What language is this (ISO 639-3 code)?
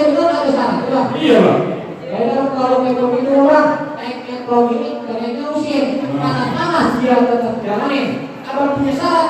bew